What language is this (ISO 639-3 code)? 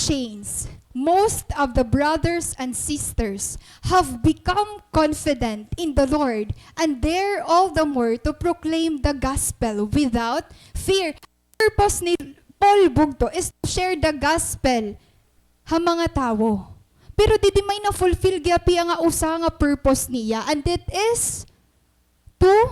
war